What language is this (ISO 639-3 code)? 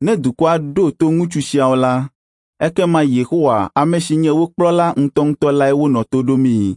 ewe